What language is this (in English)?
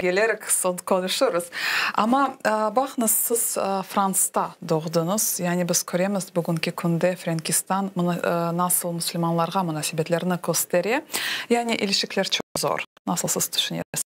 Crimean Tatar